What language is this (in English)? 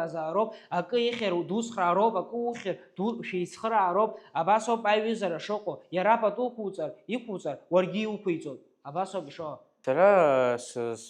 Abkhazian